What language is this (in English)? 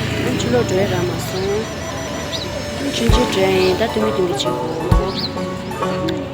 Tibetan